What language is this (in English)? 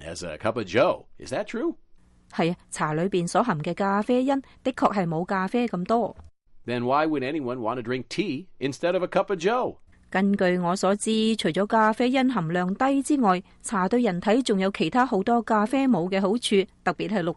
Cantonese